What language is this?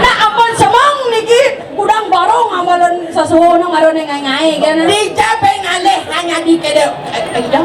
Balinese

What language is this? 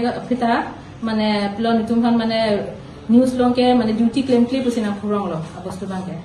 Karbi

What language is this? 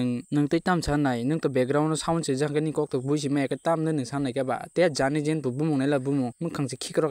Kok Borok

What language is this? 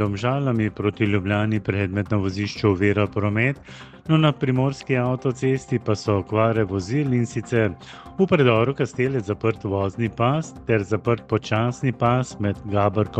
Slovenian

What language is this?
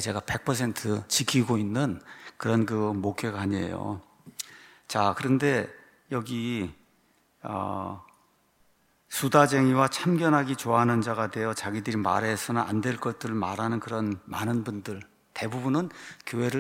Korean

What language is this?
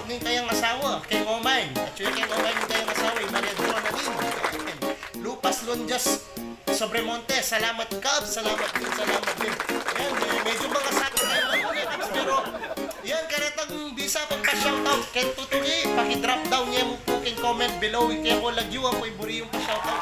Pampanga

